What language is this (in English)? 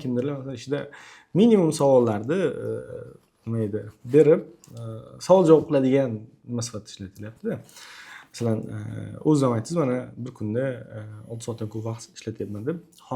Uzbek